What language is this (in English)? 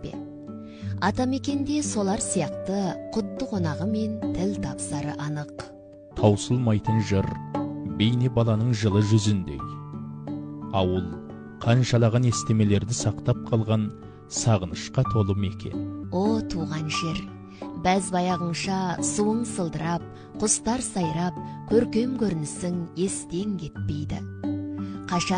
Kazakh